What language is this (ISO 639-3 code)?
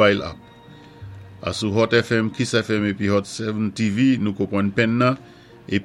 acf